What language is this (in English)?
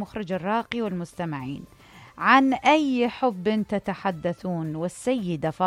Mesopotamian Arabic